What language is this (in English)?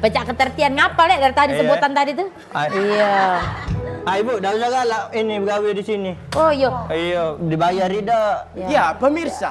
Musi